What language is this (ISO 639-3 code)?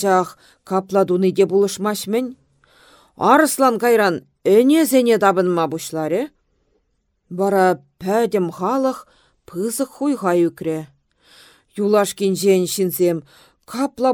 chv